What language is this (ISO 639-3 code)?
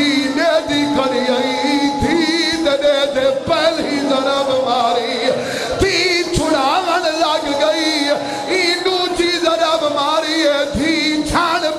skr